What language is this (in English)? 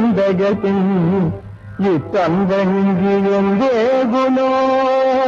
Telugu